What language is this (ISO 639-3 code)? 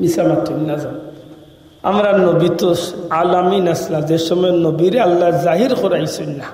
syl